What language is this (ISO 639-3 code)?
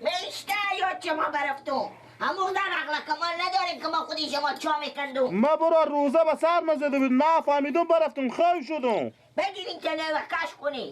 fas